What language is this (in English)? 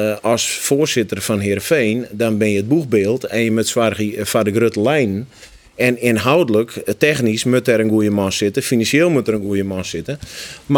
Western Frisian